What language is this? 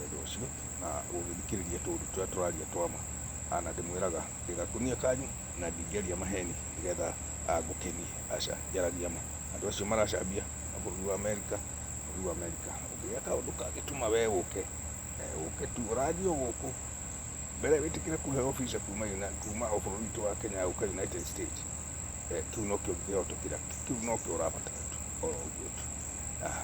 Kikuyu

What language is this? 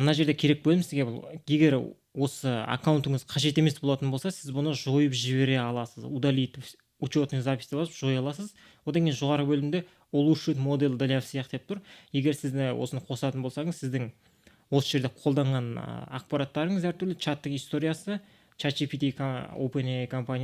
Kazakh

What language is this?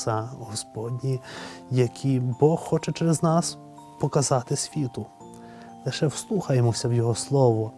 Ukrainian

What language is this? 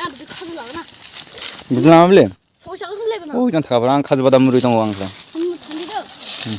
Kok Borok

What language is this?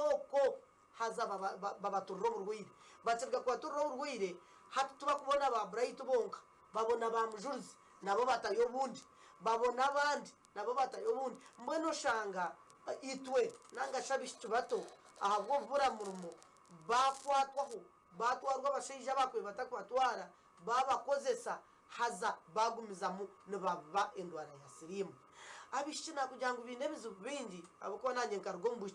Nyankole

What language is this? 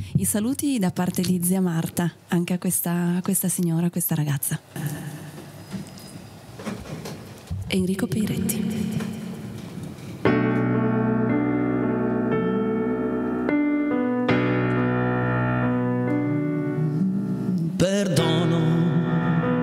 Italian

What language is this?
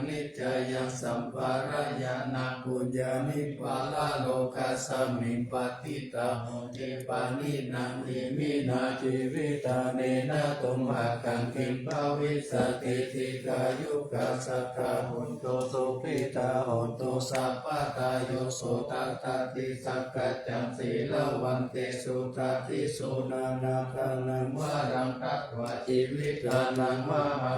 Pali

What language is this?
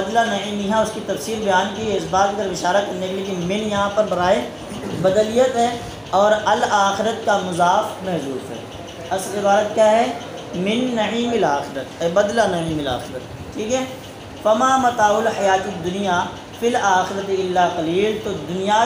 Urdu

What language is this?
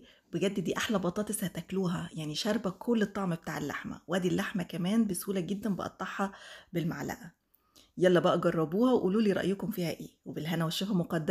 Egyptian Arabic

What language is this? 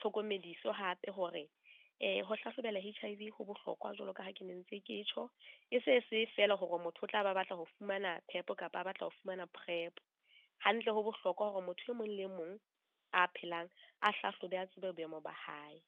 Southern Sotho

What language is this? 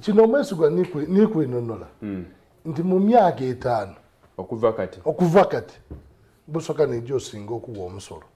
Soga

